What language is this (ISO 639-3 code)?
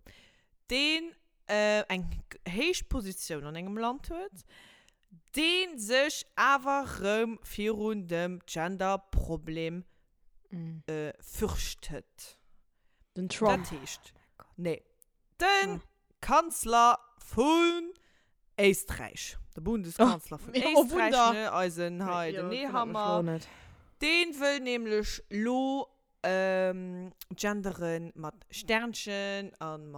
ltz